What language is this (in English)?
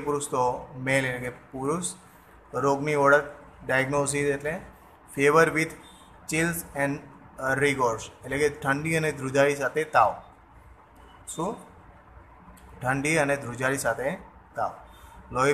Gujarati